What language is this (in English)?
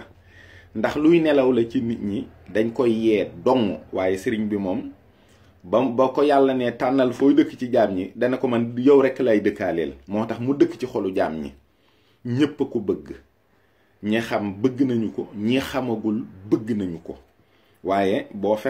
Wolof